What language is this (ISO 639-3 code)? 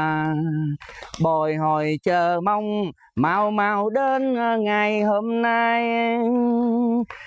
vie